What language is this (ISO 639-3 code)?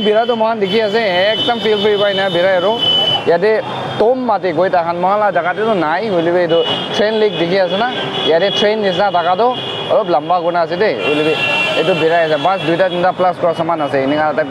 nag